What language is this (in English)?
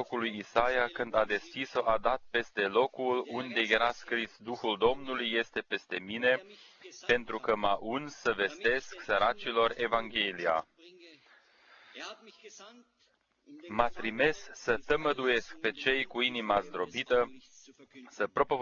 Romanian